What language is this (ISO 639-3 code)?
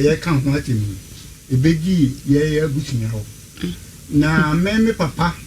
aka